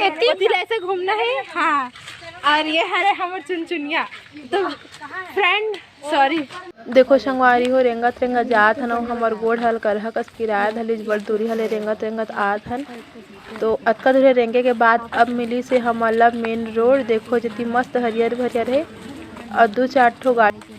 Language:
Chhattisgarhi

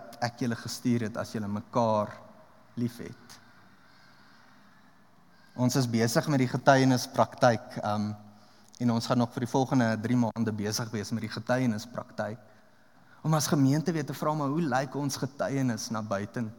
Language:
Afrikaans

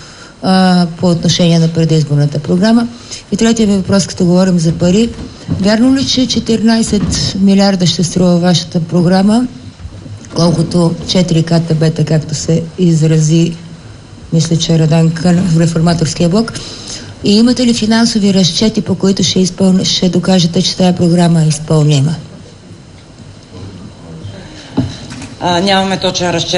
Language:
Bulgarian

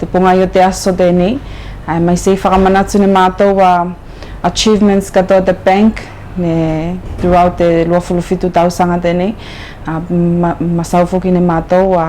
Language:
Tuvalu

